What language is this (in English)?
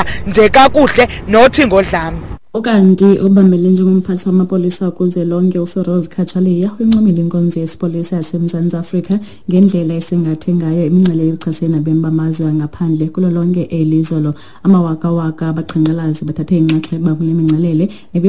Xhosa